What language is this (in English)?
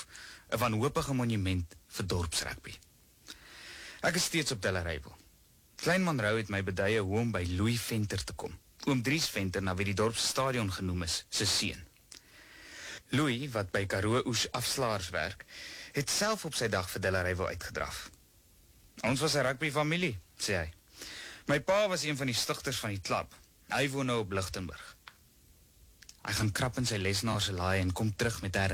Afrikaans